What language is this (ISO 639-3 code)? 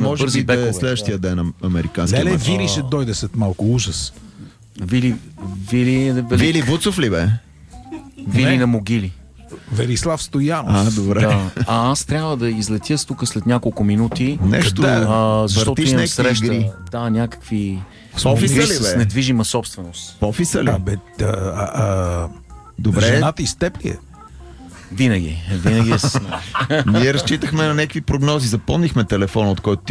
bul